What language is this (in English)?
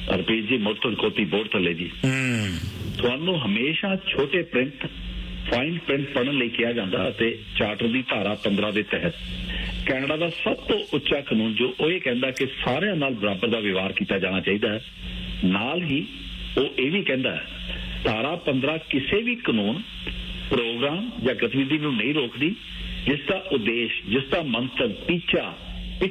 Punjabi